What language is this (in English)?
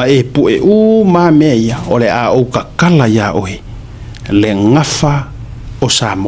Samoan